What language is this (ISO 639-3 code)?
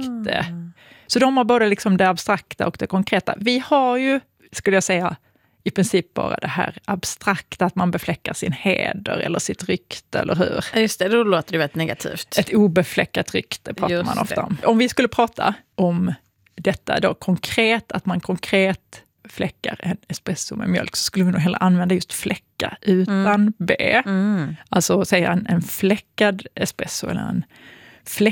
swe